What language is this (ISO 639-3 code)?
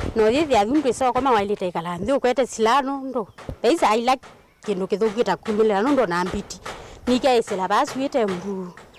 kam